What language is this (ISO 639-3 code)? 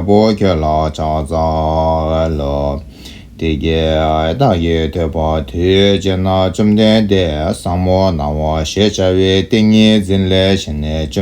bod